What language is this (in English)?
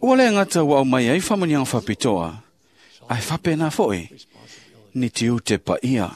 Samoan